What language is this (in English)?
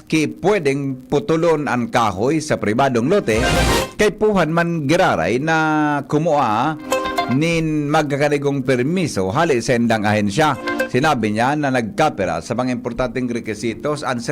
Bikol